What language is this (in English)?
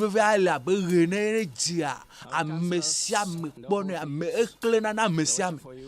Ewe